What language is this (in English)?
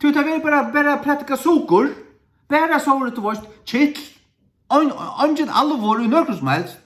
Faroese